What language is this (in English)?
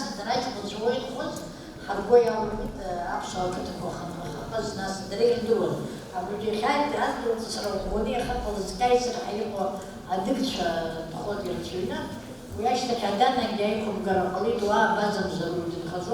Abkhazian